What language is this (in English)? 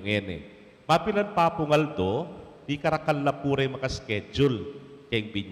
Pampanga